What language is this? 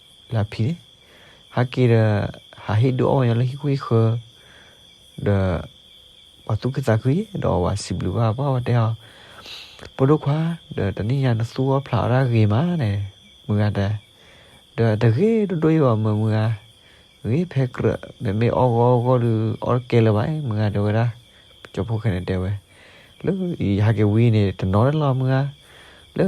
S'gaw Karen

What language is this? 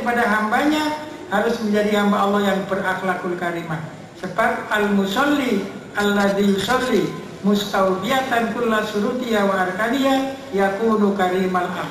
Javanese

